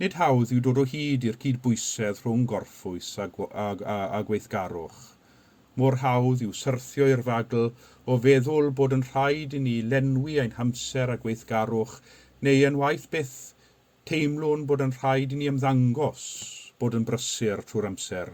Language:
Welsh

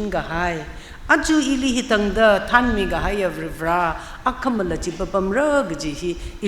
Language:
Tangkhul Naga (India)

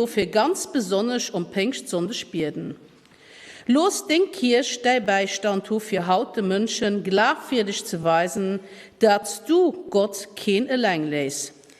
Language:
Luxembourgish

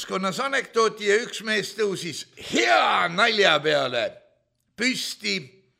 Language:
Estonian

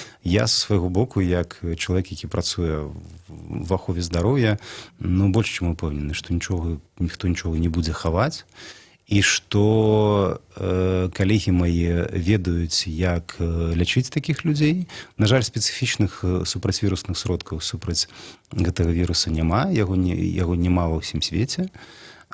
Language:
Belarusian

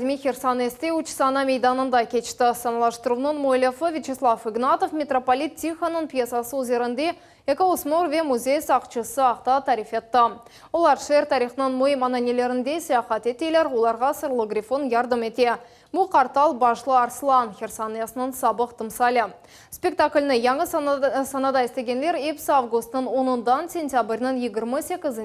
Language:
Crimean Tatar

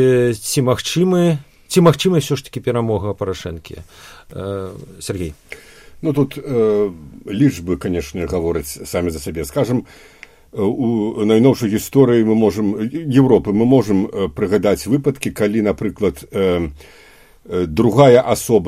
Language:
Belarusian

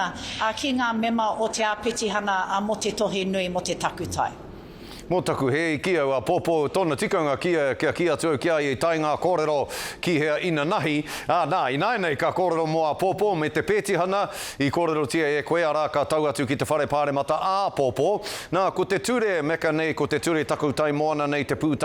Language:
Māori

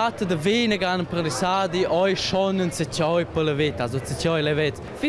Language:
Romansh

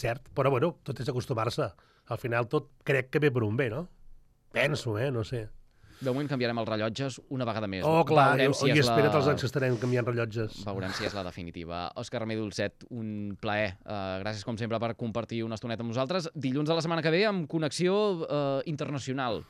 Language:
Catalan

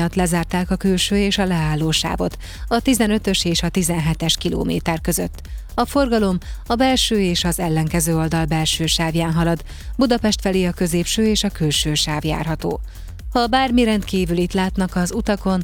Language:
Hungarian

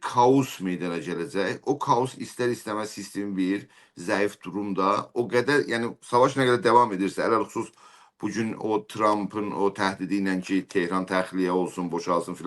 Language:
South Azerbaijani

